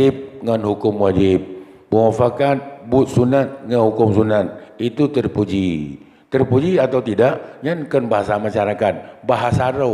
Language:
Achinese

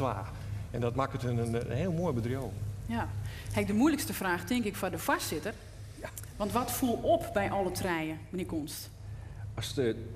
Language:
Western Frisian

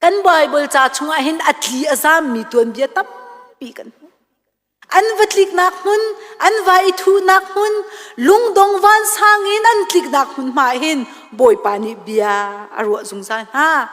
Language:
Hakha Chin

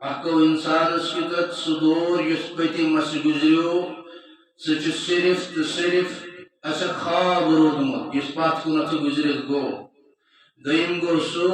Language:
Kashmiri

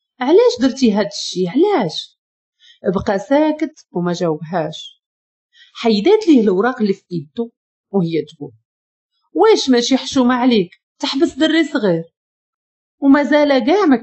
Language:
Moroccan Arabic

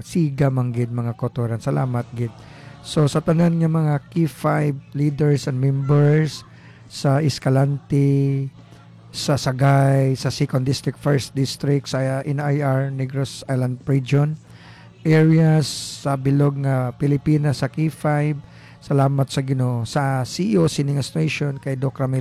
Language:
Hiligaynon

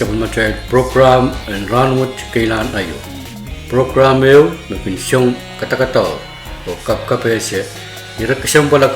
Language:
Pohnpeian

